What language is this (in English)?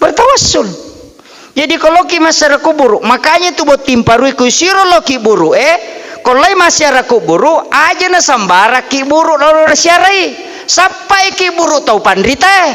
Buginese